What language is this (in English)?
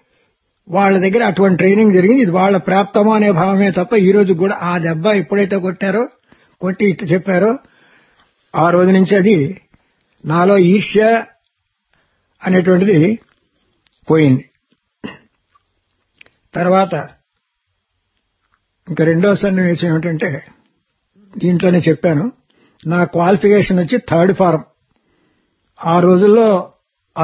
Telugu